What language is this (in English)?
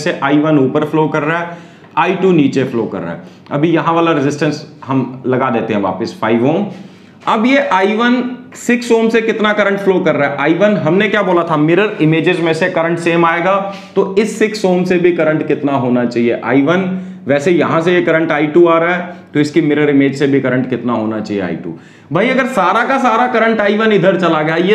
Hindi